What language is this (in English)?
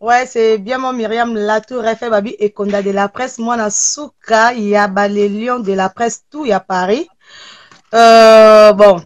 Lingala